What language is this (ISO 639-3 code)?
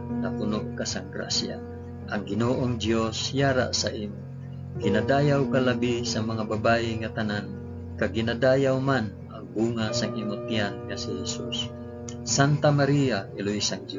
hil